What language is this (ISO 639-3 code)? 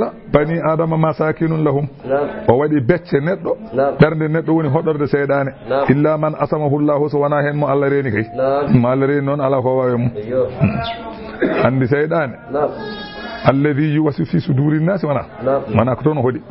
ful